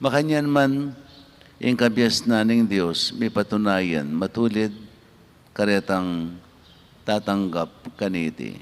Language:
Pampanga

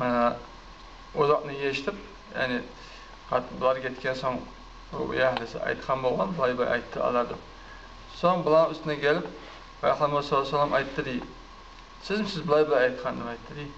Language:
Kumyk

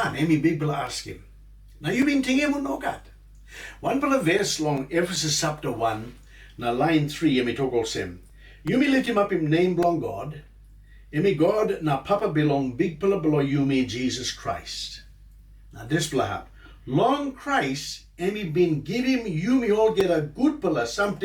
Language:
Tok Pisin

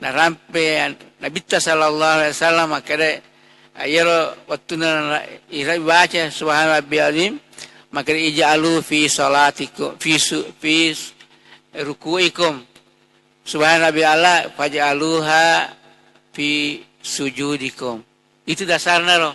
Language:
Buginese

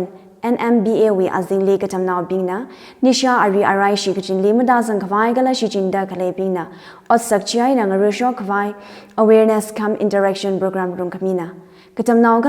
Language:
Tangkhul Naga (India)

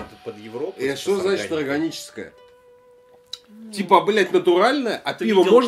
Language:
Russian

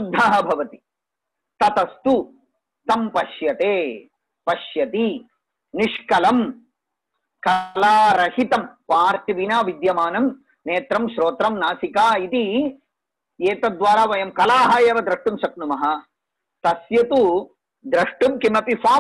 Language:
Sanskrit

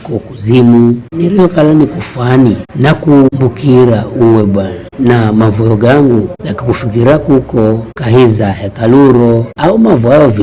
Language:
Giryama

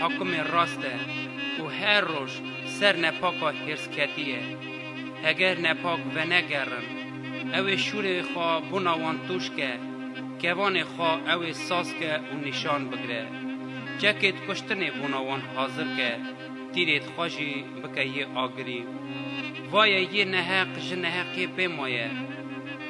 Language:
Kurdish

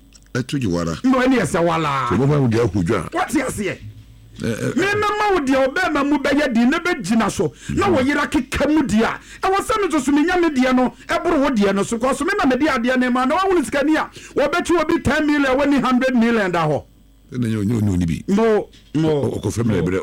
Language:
Akan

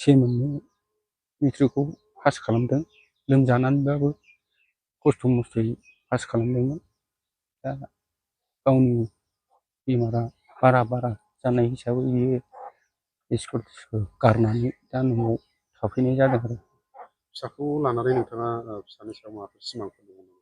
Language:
Bodo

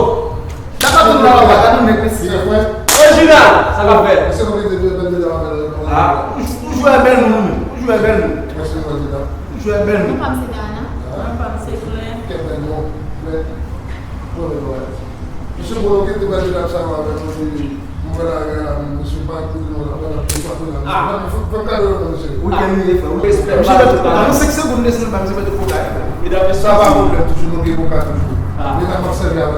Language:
Haitian Creole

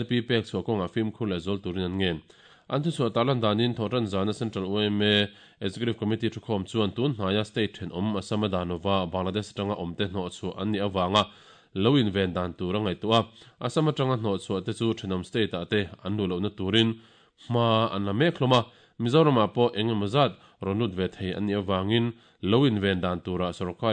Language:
Mizo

